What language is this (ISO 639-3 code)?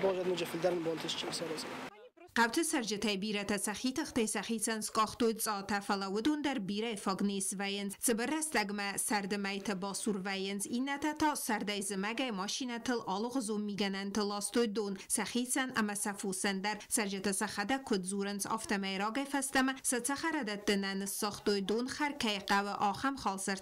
oss